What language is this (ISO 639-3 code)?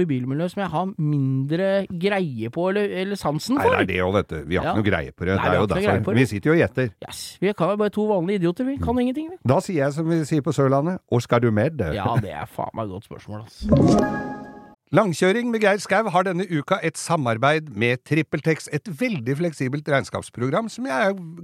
nor